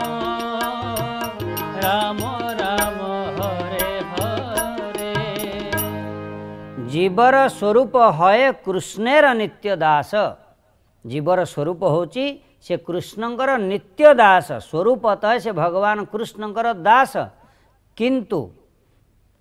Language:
Odia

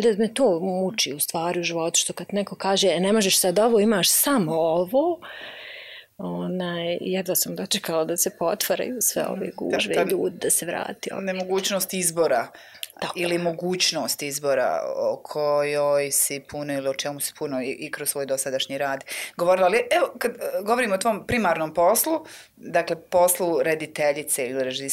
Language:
Bosnian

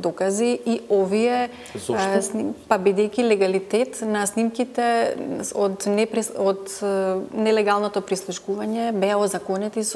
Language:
Macedonian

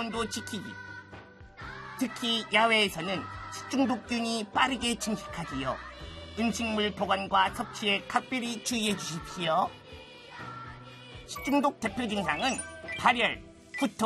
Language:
Korean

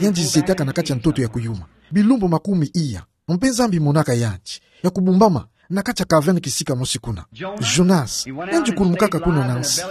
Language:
Kituba (Democratic Republic of Congo)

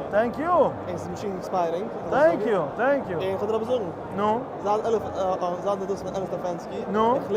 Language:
Yiddish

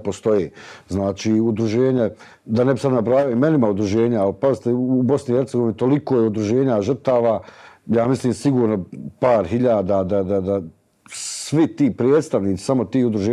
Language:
Bosnian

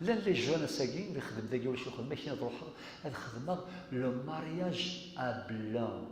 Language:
Kabyle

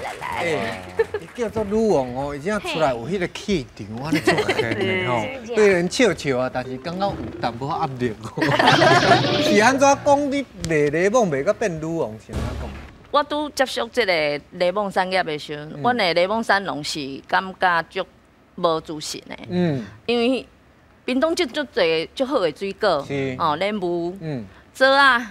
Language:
Min Nan Chinese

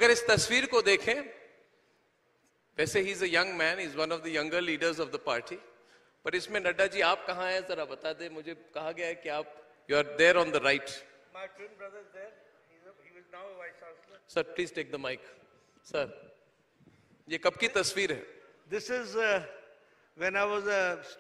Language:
Hindi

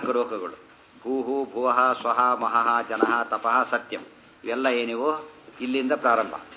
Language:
Kannada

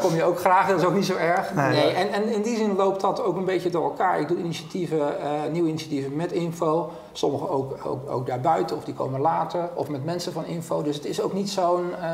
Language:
Dutch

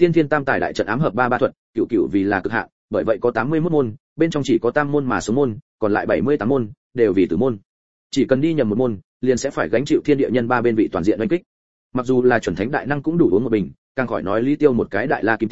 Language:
Vietnamese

